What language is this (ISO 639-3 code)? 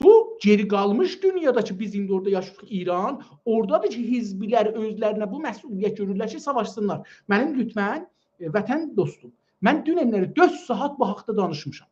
azb